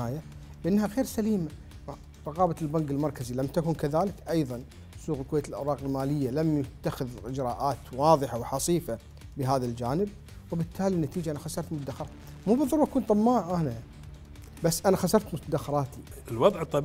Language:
Gulf Arabic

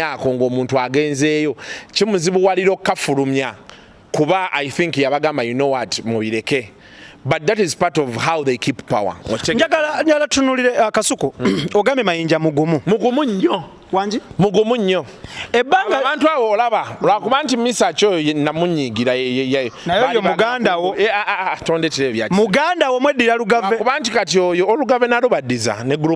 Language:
Ganda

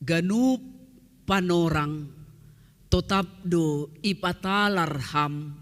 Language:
Batak Simalungun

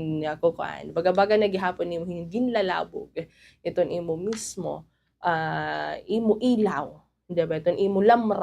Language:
Waray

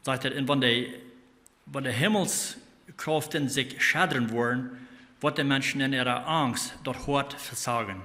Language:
Plautdietsch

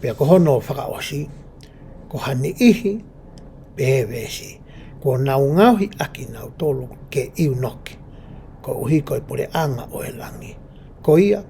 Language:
Tongan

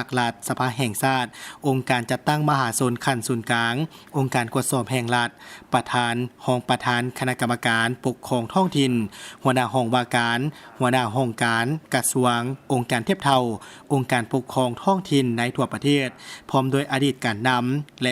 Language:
Lao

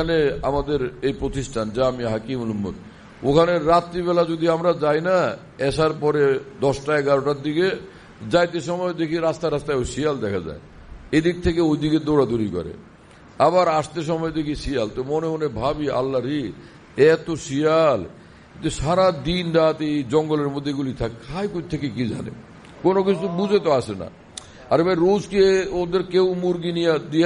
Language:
Bangla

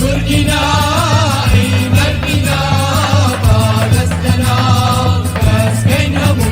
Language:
Kurdish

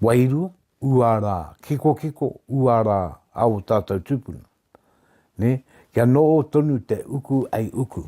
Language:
Māori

